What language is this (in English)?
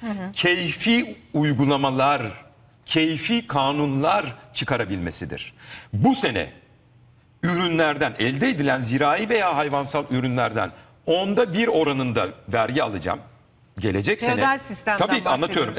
Turkish